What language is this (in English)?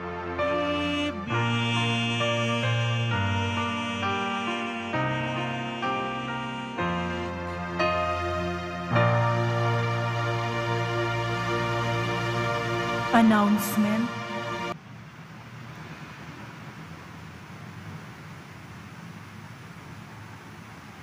Filipino